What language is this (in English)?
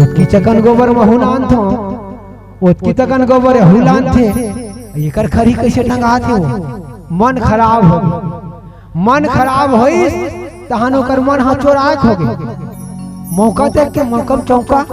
Chhattisgarhi